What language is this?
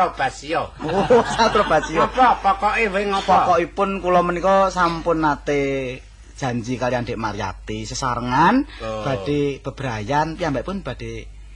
Javanese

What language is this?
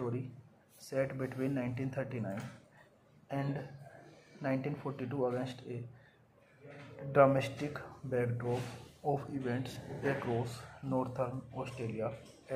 English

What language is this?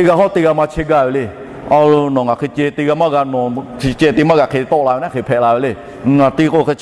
Lahu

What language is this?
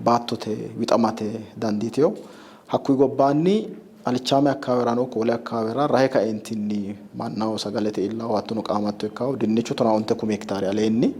Sidamo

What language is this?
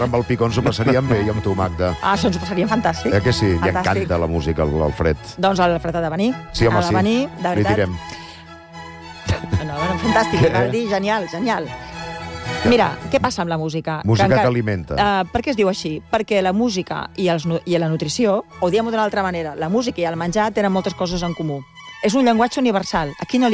Catalan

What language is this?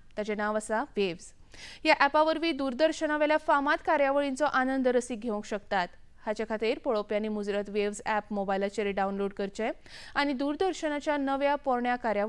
Konkani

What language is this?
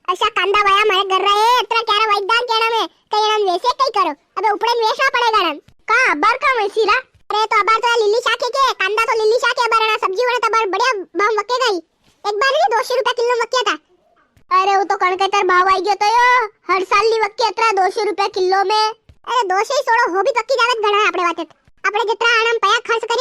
Rajasthani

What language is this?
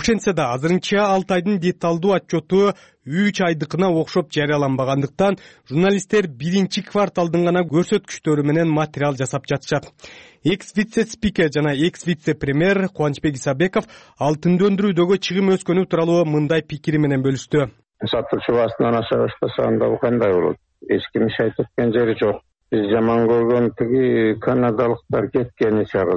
Kyrgyz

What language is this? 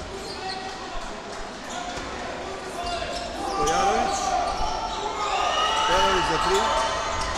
Serbian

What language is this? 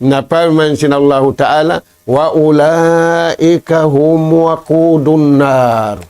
Tausug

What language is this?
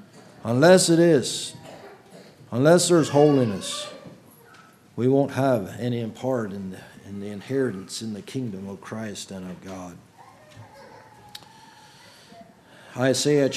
English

